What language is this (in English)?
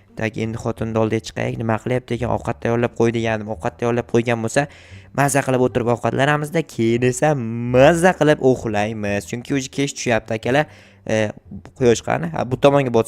Uzbek